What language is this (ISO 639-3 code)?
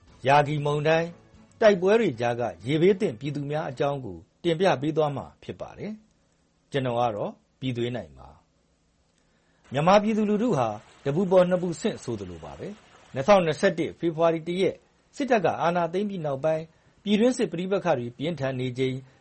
mya